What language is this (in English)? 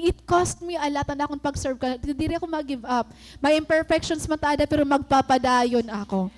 Waray